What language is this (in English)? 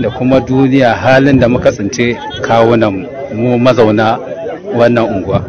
Hausa